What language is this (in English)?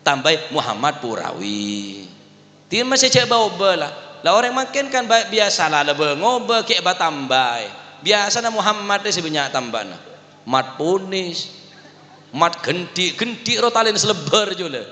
Madurese